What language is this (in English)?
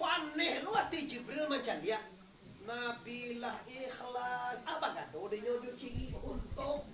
Minangkabau